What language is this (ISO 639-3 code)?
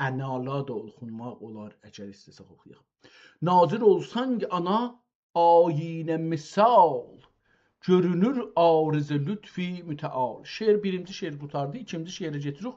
azb